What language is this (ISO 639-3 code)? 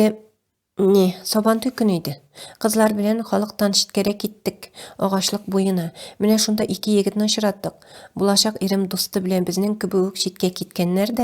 tat